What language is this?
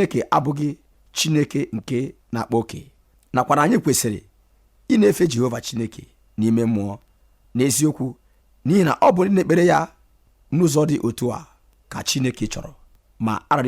Igbo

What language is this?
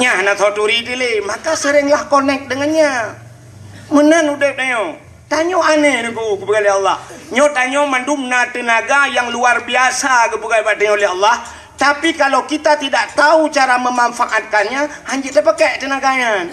Achinese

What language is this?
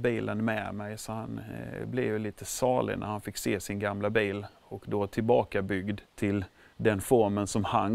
Swedish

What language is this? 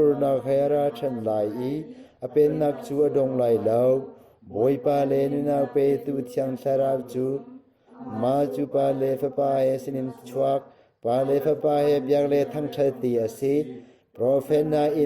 Hakha Chin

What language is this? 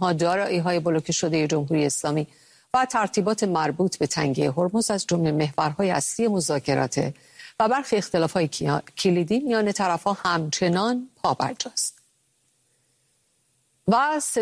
Persian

